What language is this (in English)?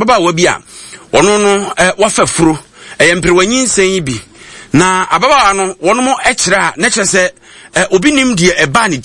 Akan